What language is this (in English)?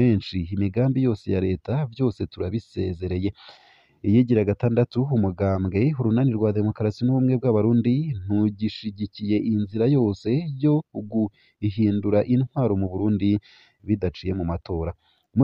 Rundi